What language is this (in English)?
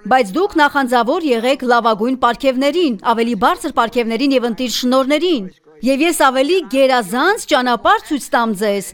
Armenian